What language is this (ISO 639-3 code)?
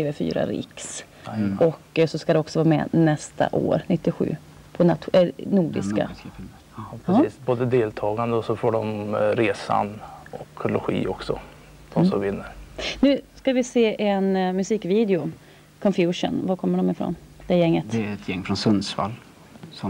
swe